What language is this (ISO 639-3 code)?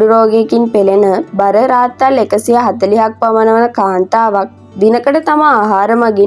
sin